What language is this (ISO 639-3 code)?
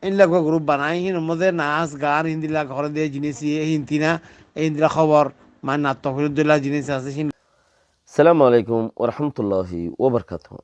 rhg